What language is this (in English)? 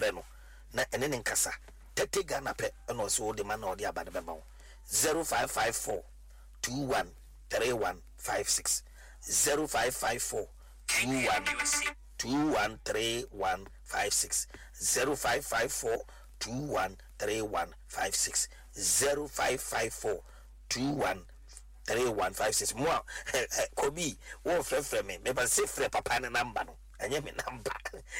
Akan